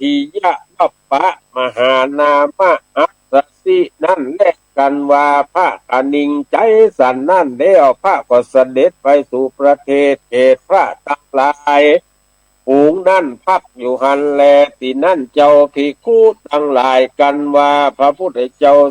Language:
Northern Thai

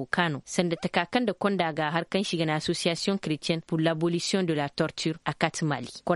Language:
Koyraboro Senni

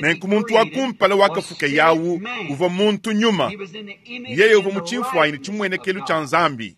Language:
Luba-Lulua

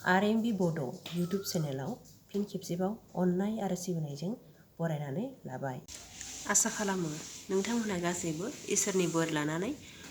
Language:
Bodo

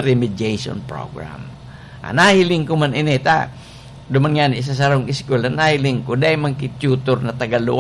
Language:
Bikol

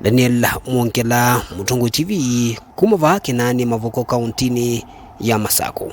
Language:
Kamba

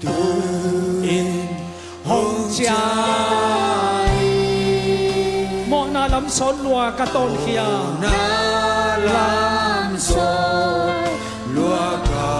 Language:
Tedim Chin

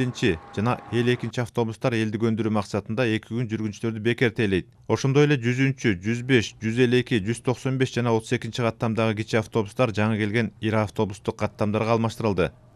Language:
Kyrgyz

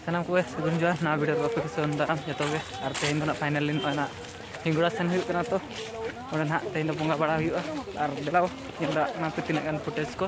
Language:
Santali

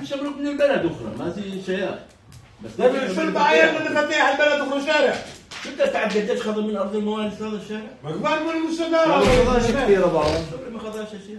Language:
North Levantine Arabic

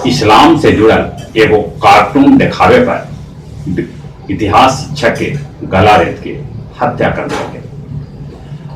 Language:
Magahi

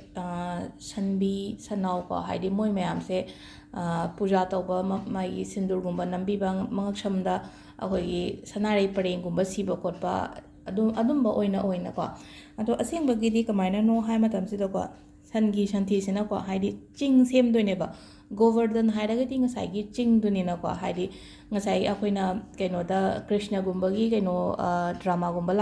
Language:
Manipuri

